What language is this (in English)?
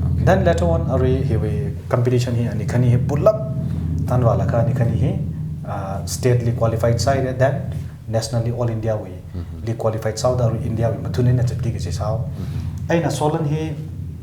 Tangkhul Naga (India)